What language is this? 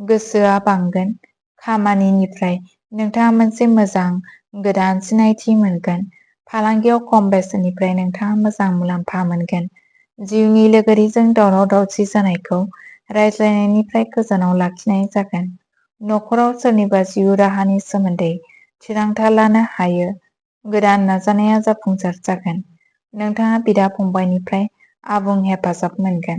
Bodo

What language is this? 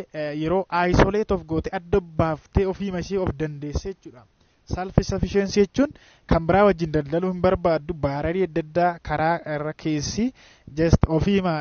Oromo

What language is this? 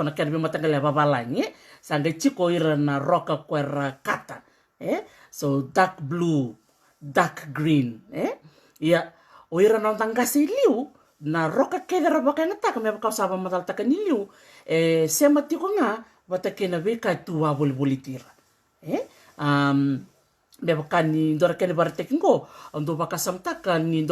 Fijian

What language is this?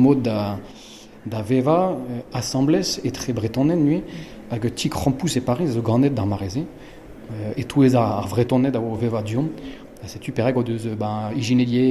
Breton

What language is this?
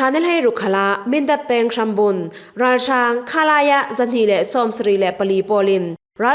Falam Chin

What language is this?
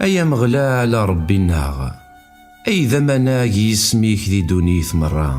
Kabyle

